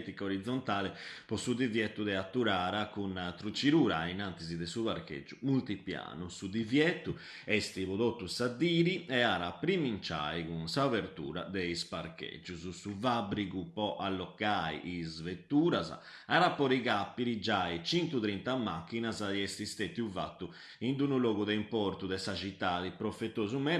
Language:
Sardinian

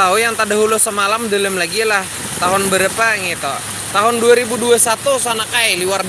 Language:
Banjar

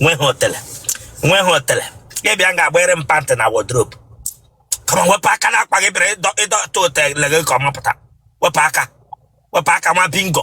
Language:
Igbo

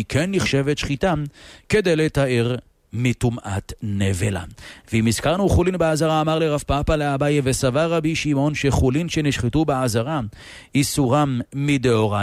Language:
Hebrew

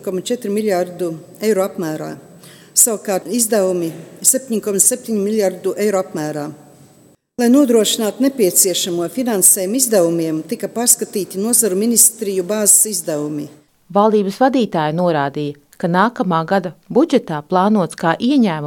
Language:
Latvian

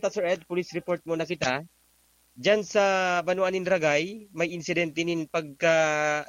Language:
Bikol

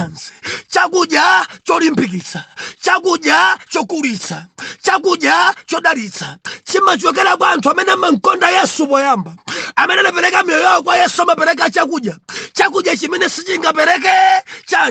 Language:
Nyanja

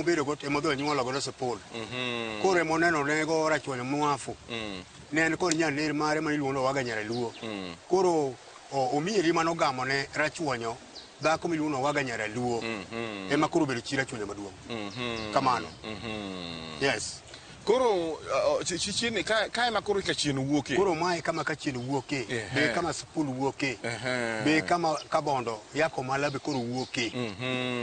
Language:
Luo (Kenya and Tanzania)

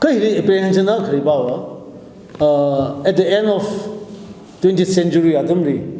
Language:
Tangkhul Naga (India)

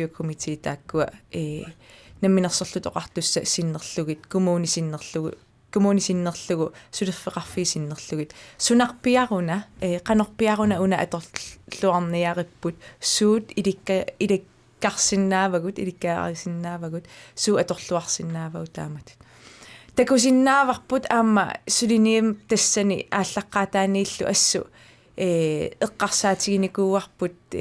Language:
Kalaallisut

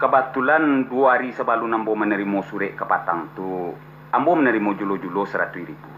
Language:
Minangkabau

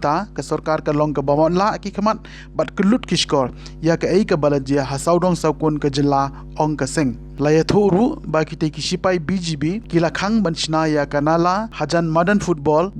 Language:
Khasi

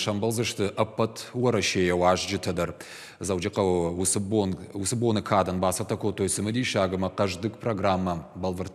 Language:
Ossetic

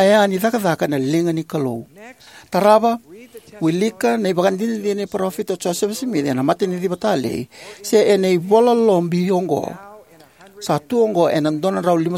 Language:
Fijian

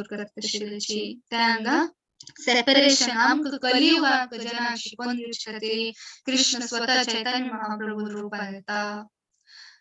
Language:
Konkani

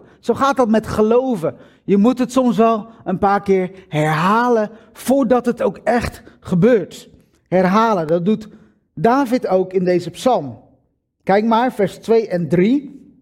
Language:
Dutch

